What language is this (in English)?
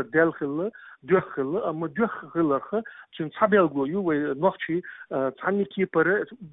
Chechen